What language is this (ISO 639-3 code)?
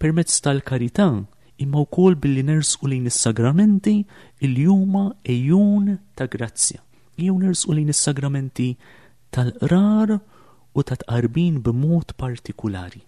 mlt